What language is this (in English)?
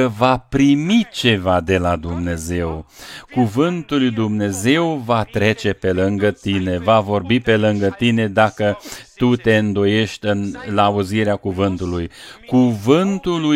Romanian